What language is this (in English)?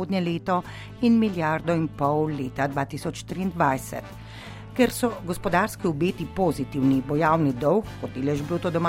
Slovenian